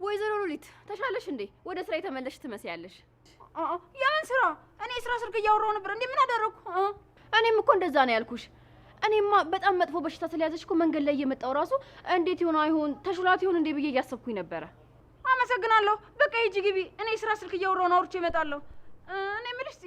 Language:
Amharic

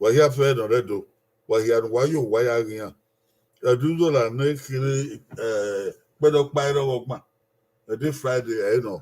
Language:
Bini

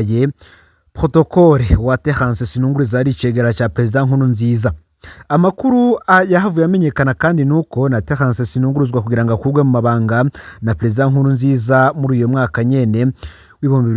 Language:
Rundi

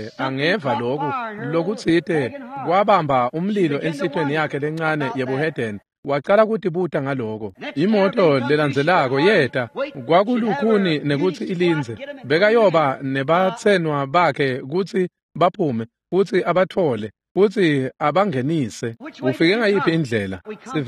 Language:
Swati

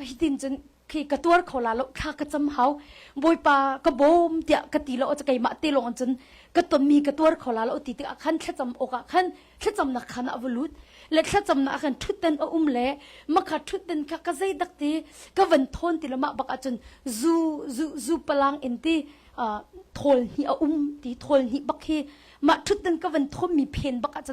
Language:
Hakha Chin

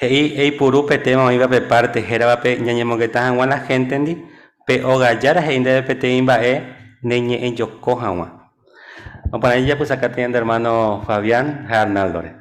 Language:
Guarani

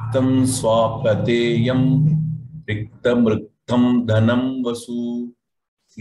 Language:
Sanskrit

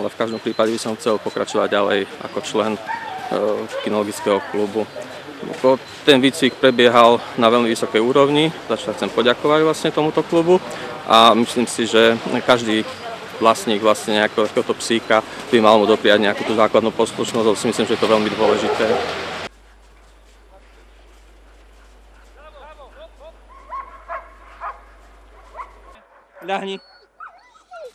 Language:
Slovak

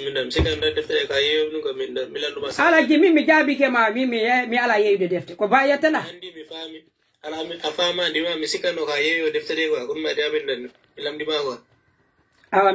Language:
Pular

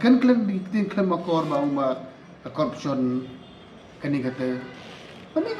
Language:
Khasi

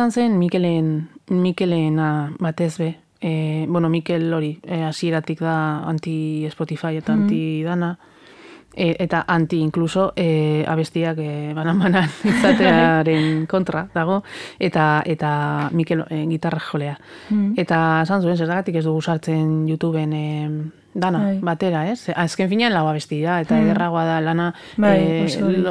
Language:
Basque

